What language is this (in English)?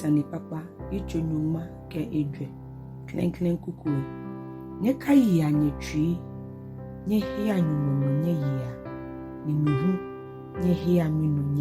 Ga